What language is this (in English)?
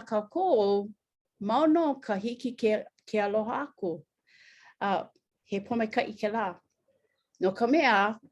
Hawaiian